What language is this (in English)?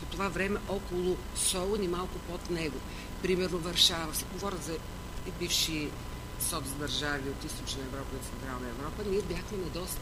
Bulgarian